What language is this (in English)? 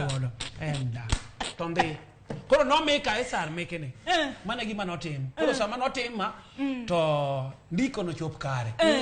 Luo (Kenya and Tanzania)